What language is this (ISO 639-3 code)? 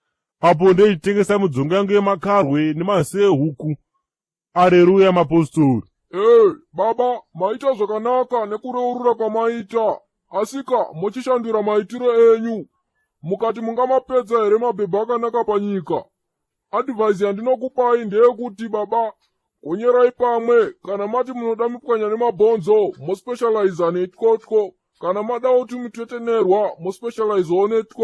sna